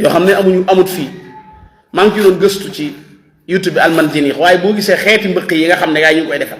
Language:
Wolof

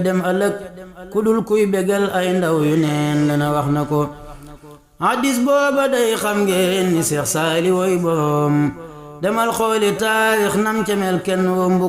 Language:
Wolof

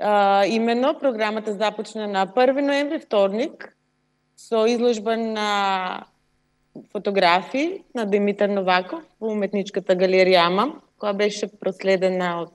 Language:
Macedonian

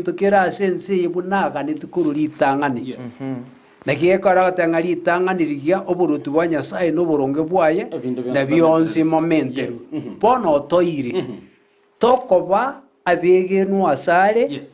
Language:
Gusii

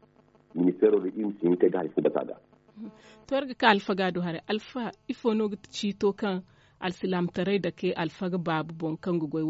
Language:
Zarma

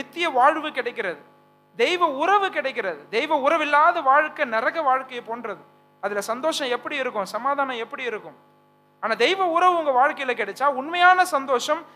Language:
Tamil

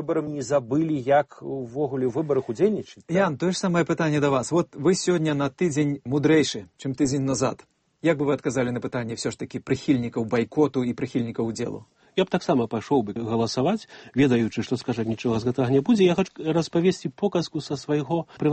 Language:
Belarusian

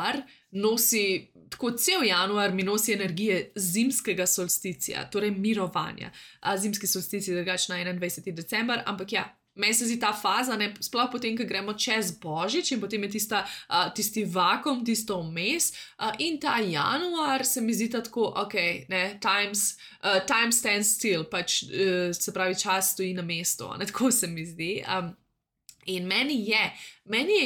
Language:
Slovenian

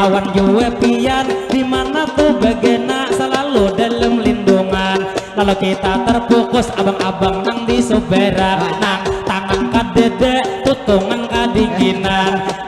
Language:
Banjar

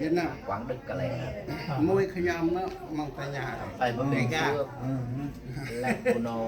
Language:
Central Mnong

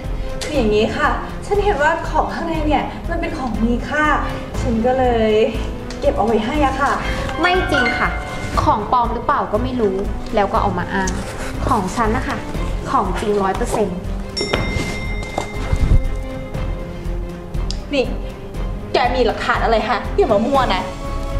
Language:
Thai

